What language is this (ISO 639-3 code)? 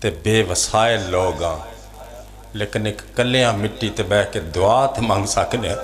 phr